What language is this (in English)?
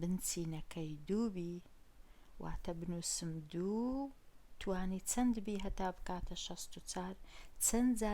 Central Kurdish